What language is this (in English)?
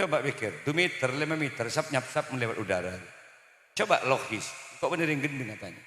Madurese